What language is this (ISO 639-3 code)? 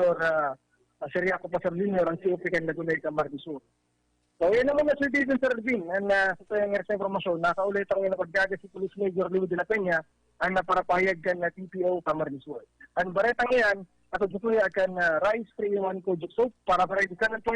bik